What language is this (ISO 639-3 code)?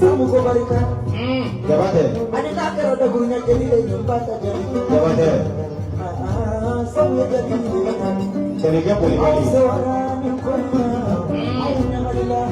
bam